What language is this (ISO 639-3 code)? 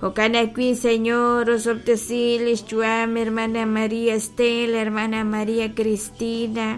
kek